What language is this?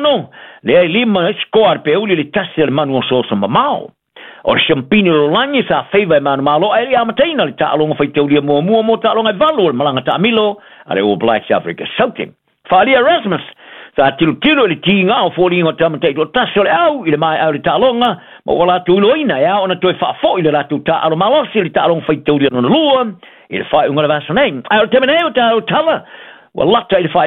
Samoan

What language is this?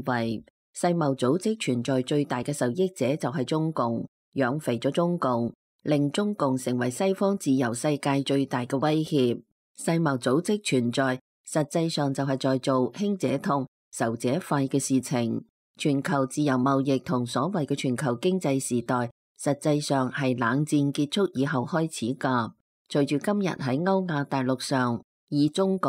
Cantonese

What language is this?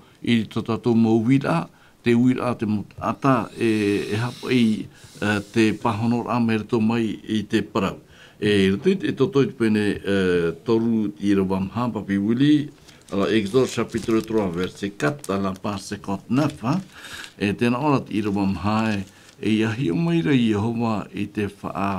Tahitian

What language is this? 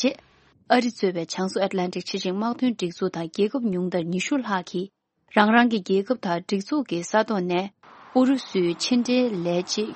Tibetan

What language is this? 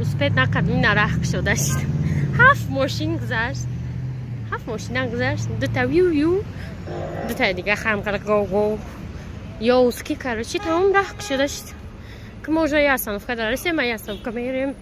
Tajik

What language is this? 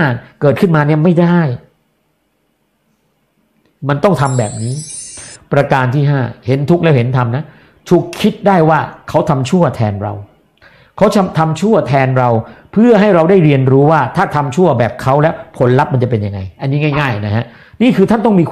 Thai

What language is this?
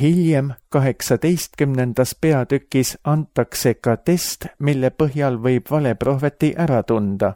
Estonian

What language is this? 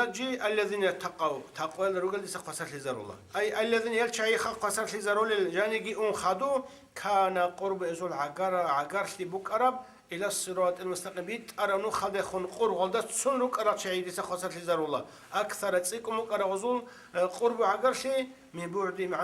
Avaric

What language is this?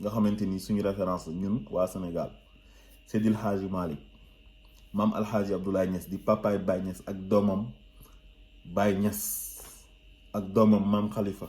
Wolof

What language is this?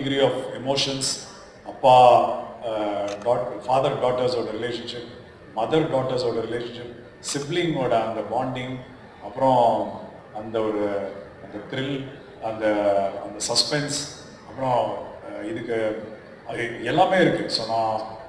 Tamil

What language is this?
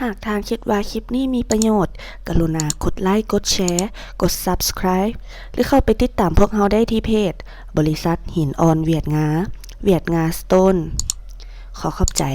Lao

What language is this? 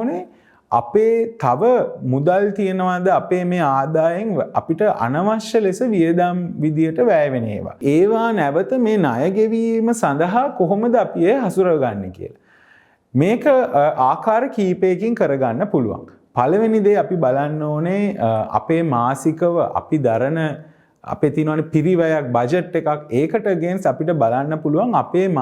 Sinhala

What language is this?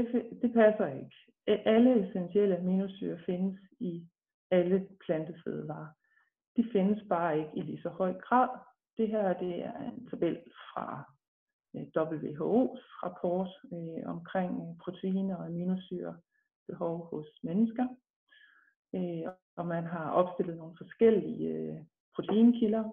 Danish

